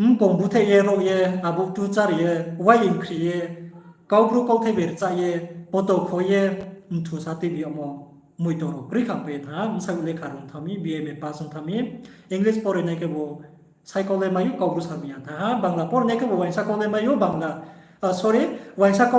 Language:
Riang (India)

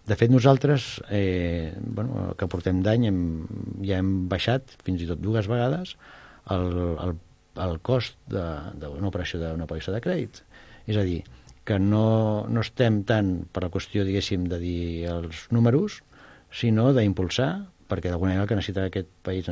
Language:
Catalan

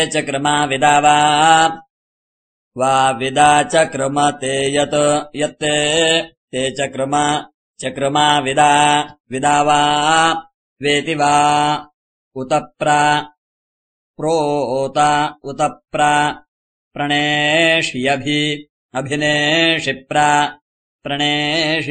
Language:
Sanskrit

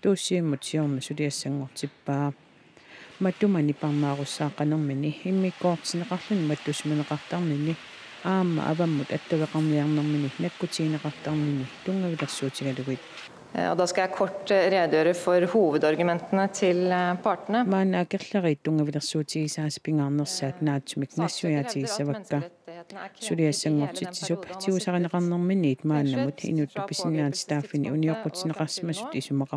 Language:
Kalaallisut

